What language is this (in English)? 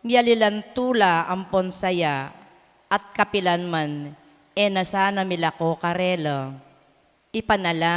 Pampanga